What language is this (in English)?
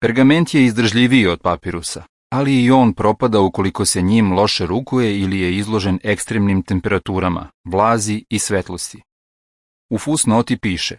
Serbian